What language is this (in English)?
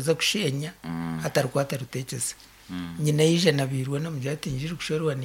Nyankole